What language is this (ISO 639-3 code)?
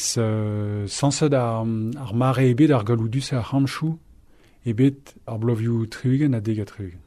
bre